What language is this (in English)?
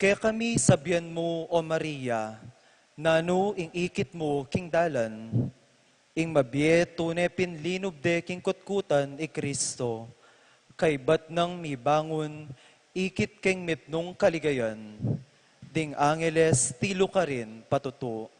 Pampanga